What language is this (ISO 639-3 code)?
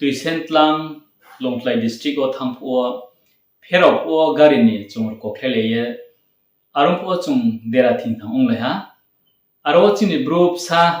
ria